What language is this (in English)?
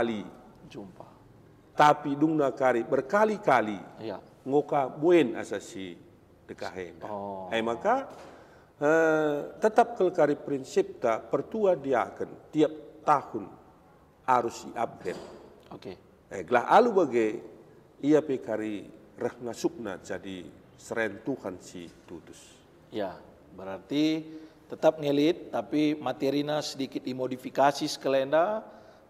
Batak Karo